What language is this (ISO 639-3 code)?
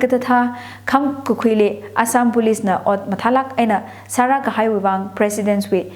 nmf